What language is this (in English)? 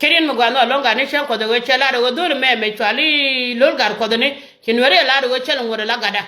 Nuer